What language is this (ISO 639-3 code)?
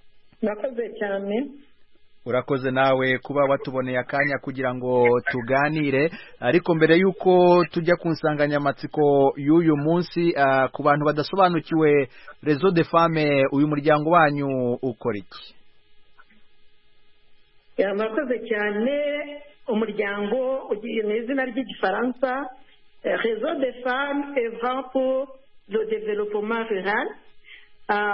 kin